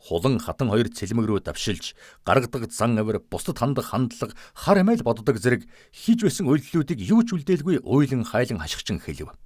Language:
Mongolian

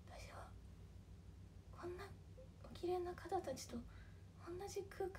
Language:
Japanese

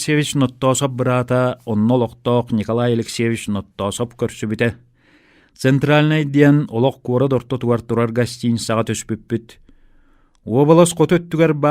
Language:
Yakut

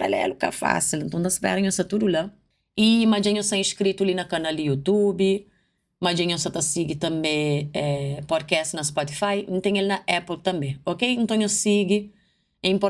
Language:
Kabuverdianu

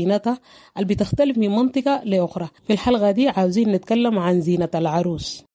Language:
Sudanese Arabic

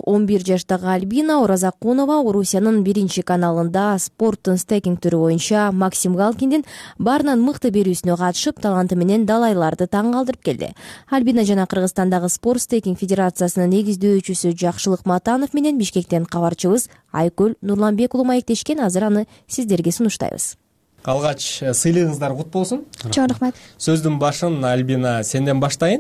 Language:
Kyrgyz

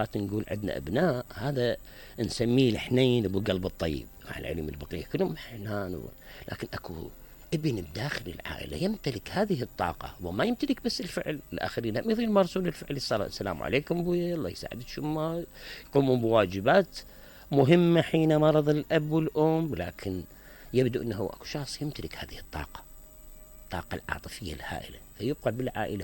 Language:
Mesopotamian Arabic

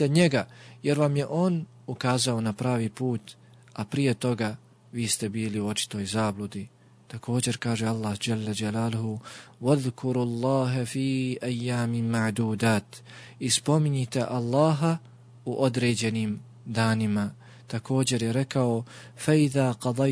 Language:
Bosnian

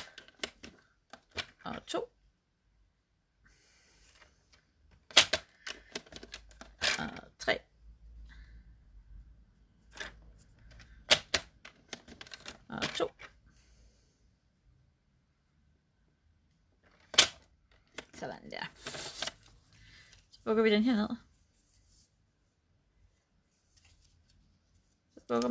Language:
Danish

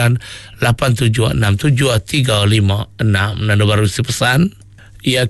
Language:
Iban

